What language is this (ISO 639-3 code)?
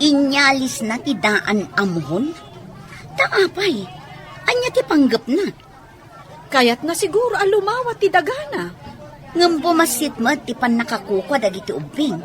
ilo